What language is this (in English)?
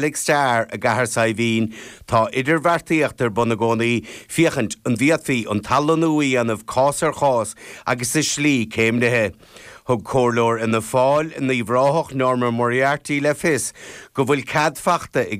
Irish